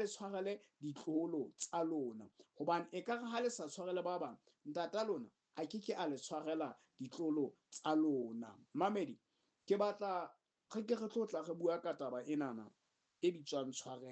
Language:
Southern Sotho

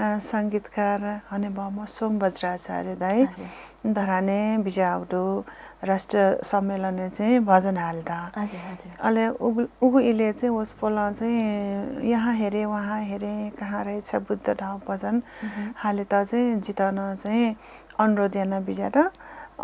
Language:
Newari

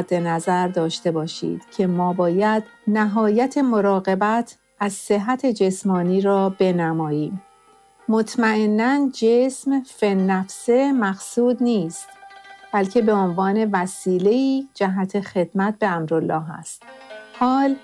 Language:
Persian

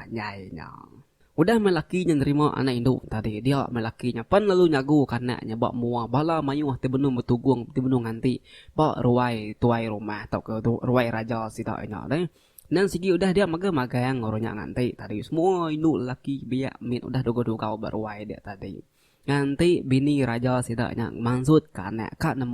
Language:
Iban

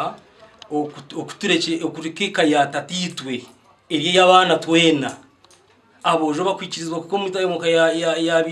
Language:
Nyankole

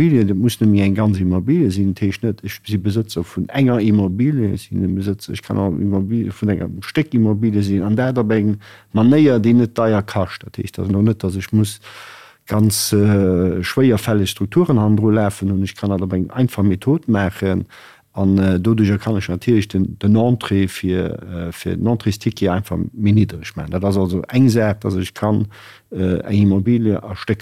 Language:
Luxembourgish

